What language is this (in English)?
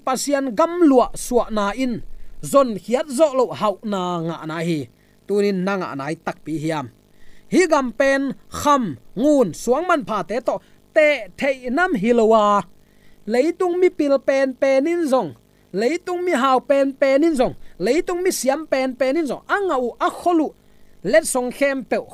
Tedim Chin